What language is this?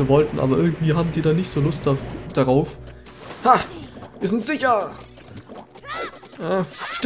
German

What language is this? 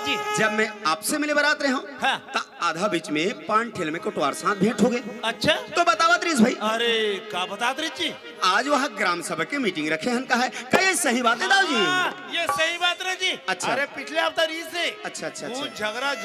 Chhattisgarhi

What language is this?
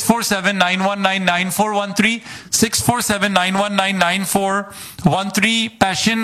Punjabi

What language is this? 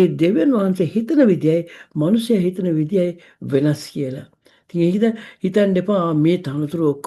Sinhala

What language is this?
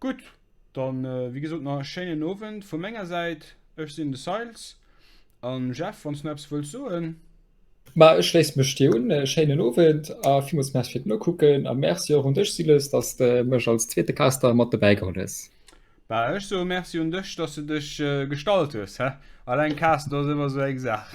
Luxembourgish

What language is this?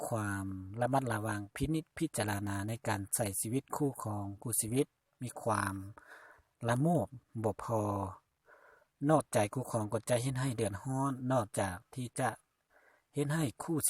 Lao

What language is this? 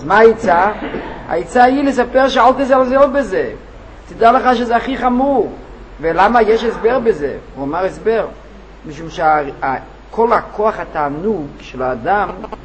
Hebrew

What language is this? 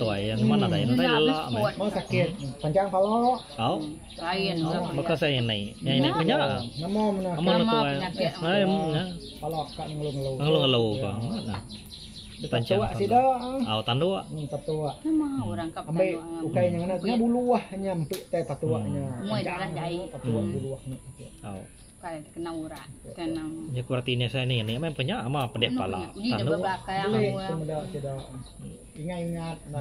Iban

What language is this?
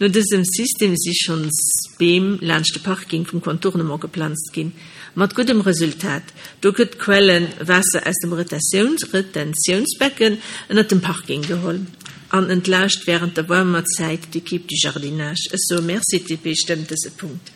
Luxembourgish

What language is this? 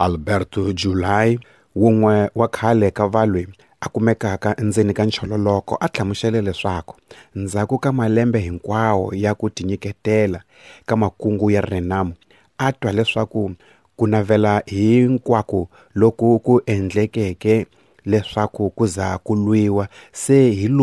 Tsonga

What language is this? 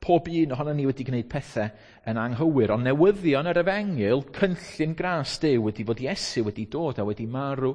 Welsh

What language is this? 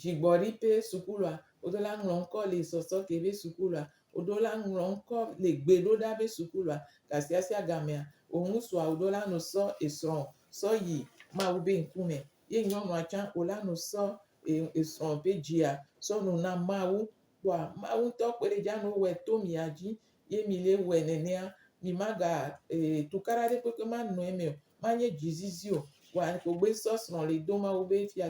Gen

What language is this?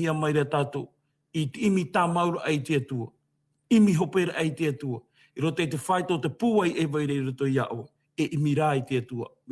Tahitian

